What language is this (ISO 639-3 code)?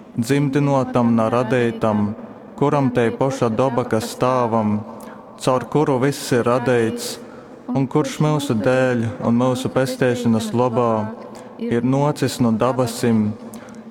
ltg